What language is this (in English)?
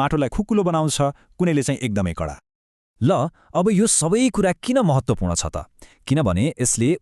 Nepali